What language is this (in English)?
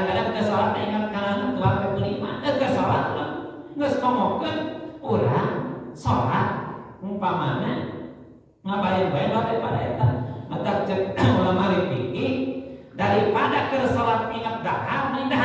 Sundanese